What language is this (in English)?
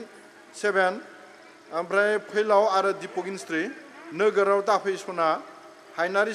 Bodo